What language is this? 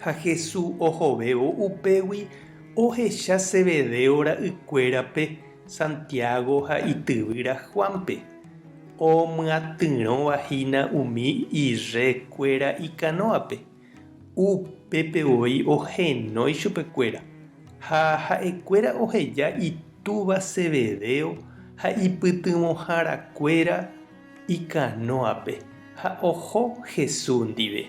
Guarani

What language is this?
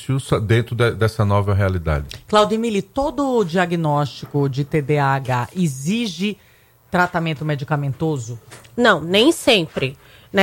Portuguese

